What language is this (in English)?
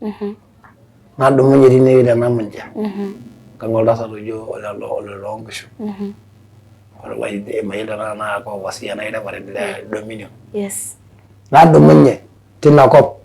Masai